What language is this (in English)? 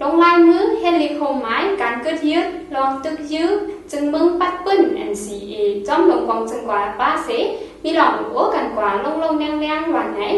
Shan